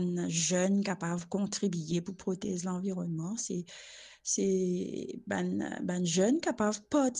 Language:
Morisyen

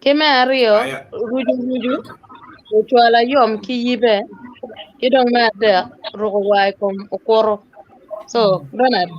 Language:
Acoli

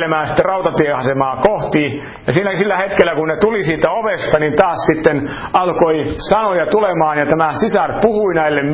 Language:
Finnish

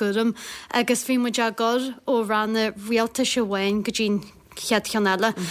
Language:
Irish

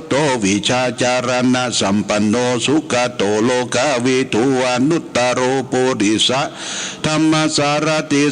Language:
Pali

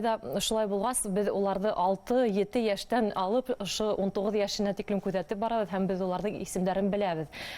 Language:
Bashkir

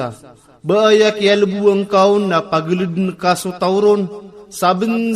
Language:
Iranun (Philippines)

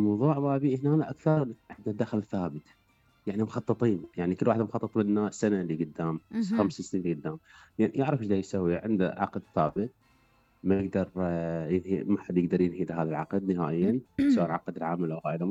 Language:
Mesopotamian Arabic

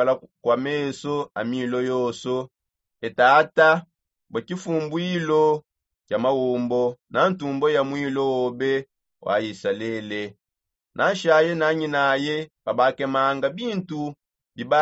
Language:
Songe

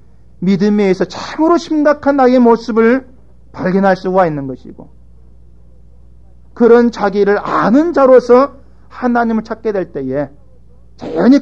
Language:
Korean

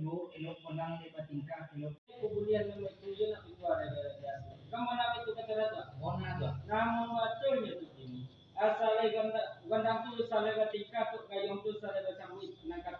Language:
Minangkabau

